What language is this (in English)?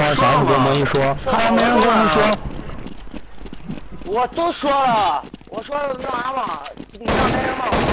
Chinese